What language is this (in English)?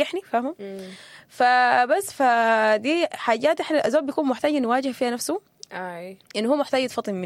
Sudanese Arabic